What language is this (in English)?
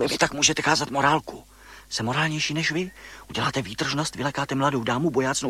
Czech